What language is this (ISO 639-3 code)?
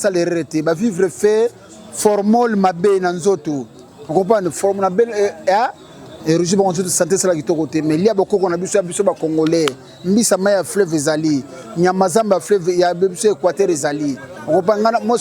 lin